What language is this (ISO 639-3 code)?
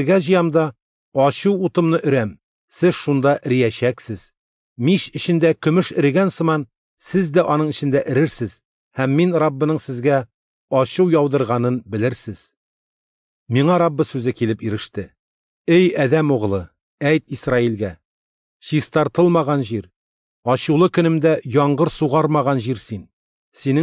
tat